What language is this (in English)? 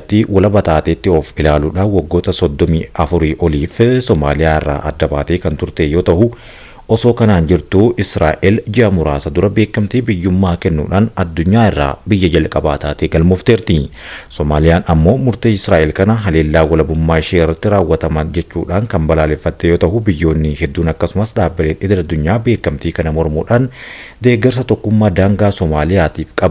Oromo